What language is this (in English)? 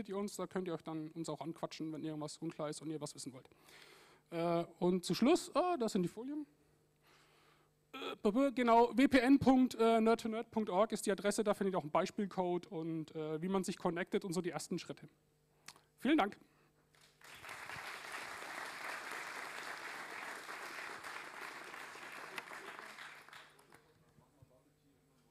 German